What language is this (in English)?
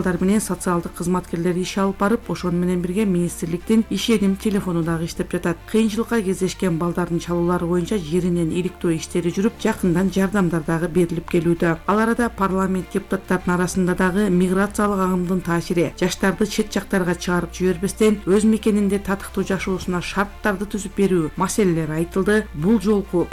Kyrgyz